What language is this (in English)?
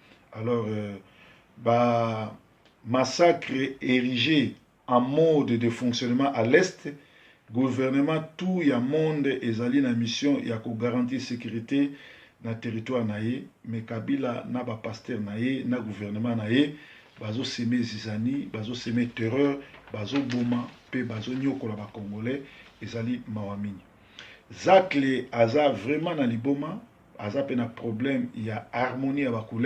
Lingala